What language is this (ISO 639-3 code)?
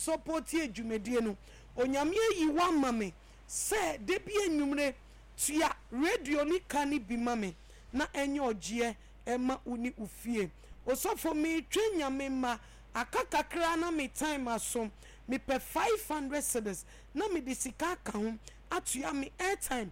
aka